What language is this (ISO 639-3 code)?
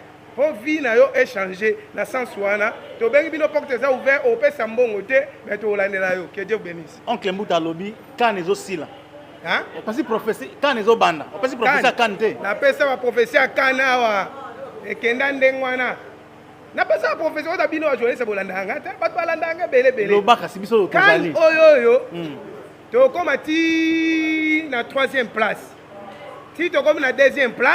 lin